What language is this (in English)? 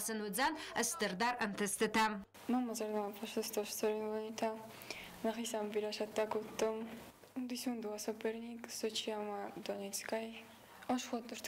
Ossetic